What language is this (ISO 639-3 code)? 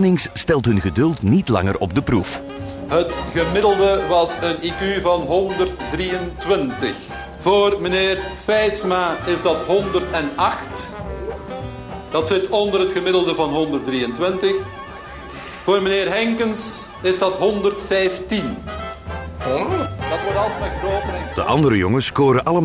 nld